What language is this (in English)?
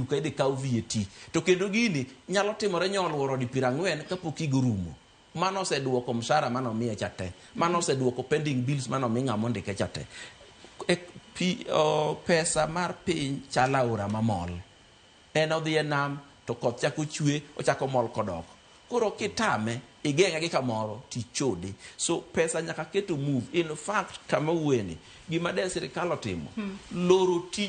Luo (Kenya and Tanzania)